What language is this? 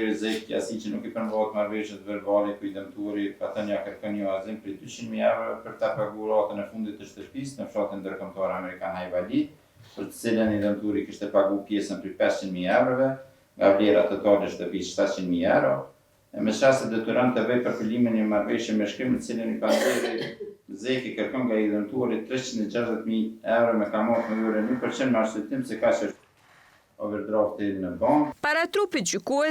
Albanian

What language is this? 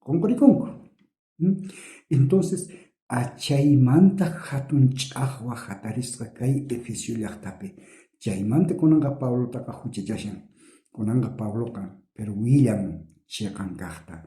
South Bolivian Quechua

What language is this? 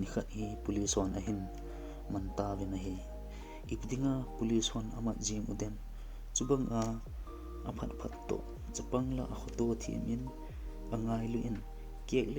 Thado Chin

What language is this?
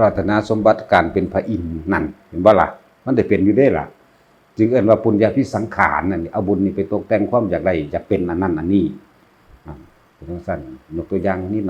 Northeastern Thai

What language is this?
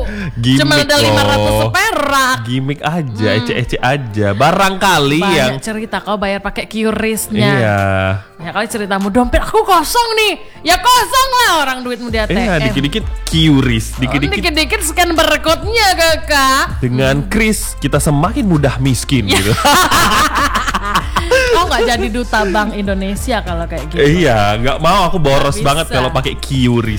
Indonesian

